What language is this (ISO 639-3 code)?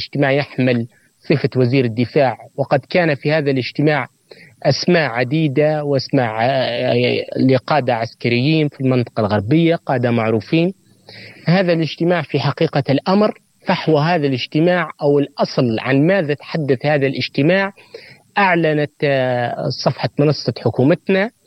ara